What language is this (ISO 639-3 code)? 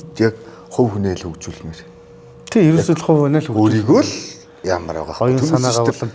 mon